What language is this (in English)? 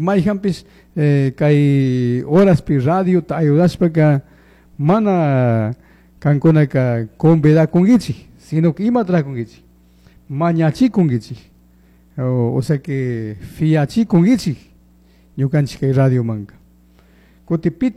Chimborazo Highland Quichua